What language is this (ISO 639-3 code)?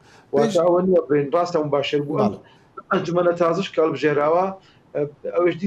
ckb